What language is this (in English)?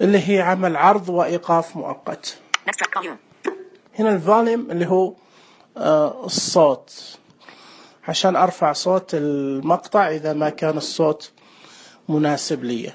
Najdi Arabic